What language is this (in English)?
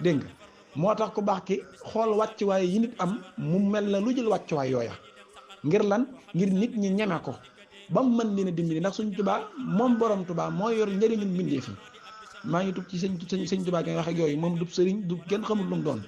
Wolof